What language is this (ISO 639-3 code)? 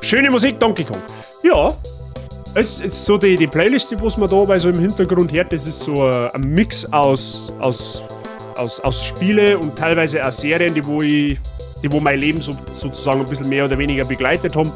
bar